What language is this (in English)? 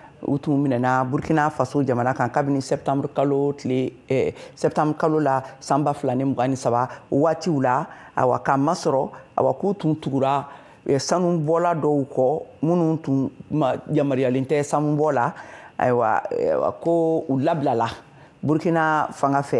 Bambara